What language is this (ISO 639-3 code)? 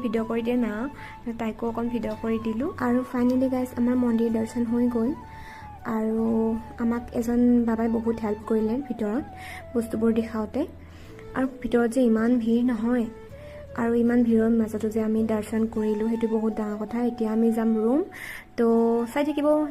asm